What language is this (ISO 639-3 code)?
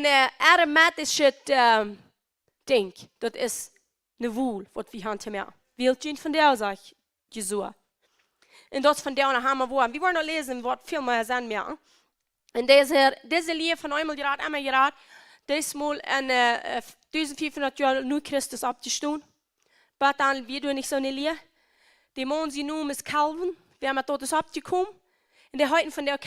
pdt